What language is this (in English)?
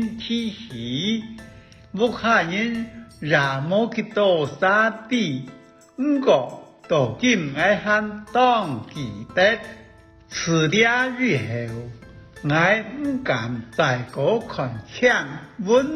Hakka Chinese